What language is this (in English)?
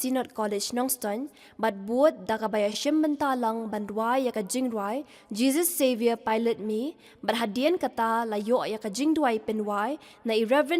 Khasi